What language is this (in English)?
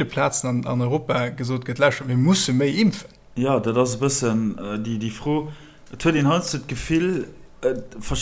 Luxembourgish